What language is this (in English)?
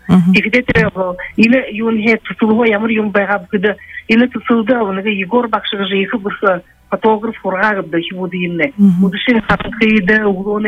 Buriat